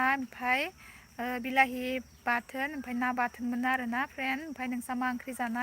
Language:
Bodo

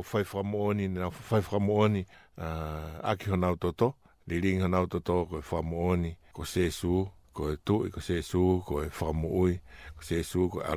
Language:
Tongan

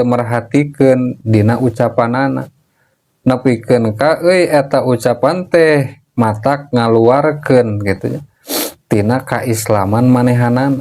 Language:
Sundanese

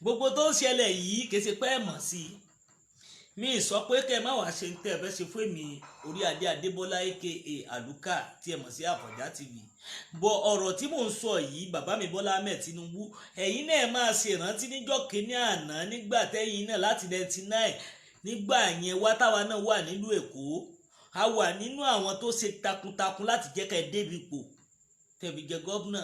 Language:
Yoruba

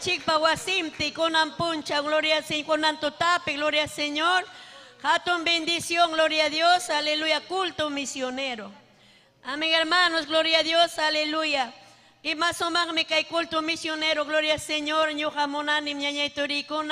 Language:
Ayacucho Quechua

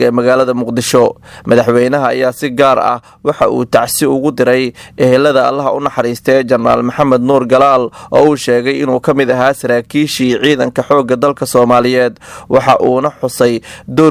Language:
Somali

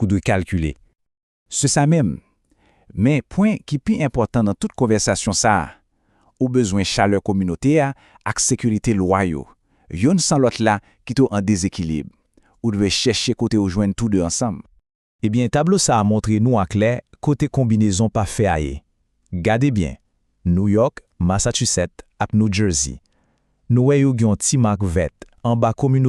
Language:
Haitian Creole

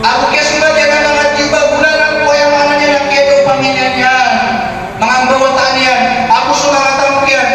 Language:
Maranao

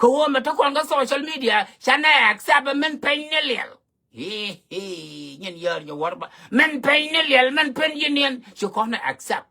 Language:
Nuer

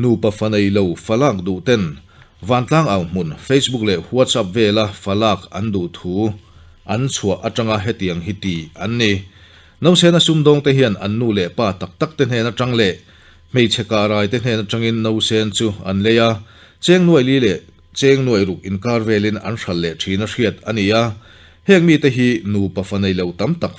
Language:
Mizo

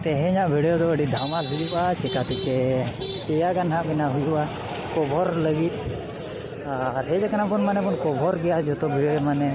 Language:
Santali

